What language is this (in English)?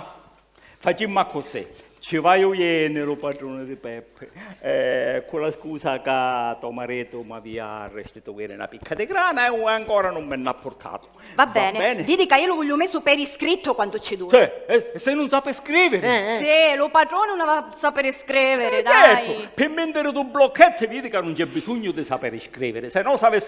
Sicilian